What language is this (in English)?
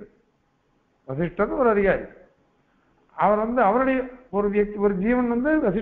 Tamil